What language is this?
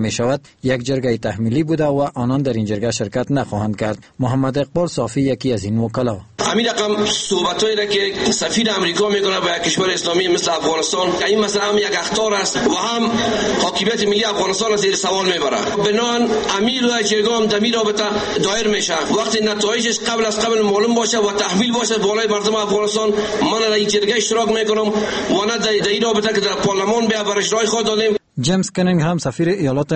Persian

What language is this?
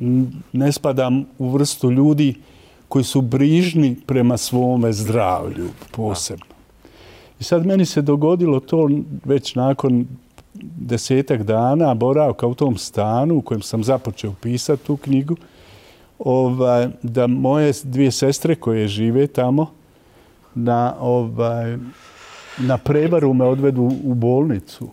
Bosnian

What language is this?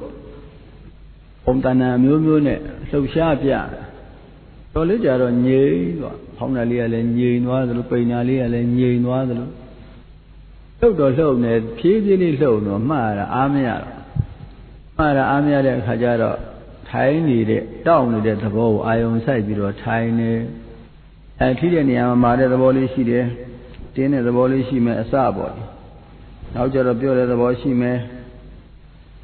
Burmese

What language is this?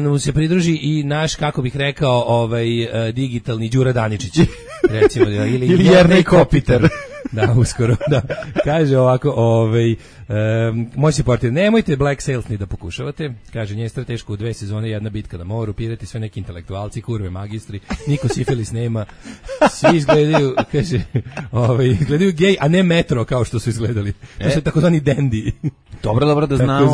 Serbian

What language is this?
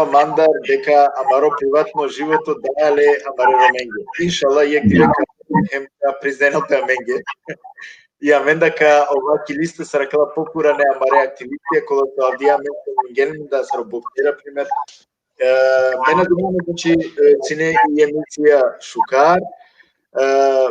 Balkan Romani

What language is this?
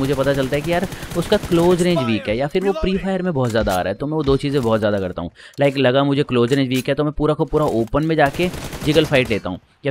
Hindi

